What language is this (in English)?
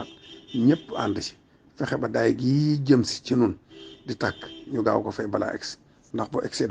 Wolof